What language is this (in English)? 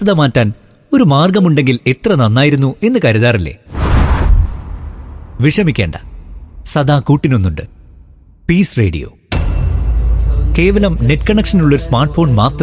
Malayalam